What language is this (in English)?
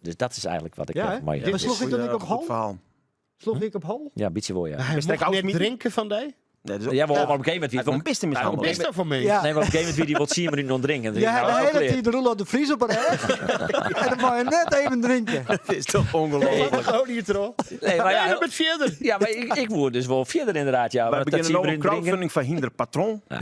Western Frisian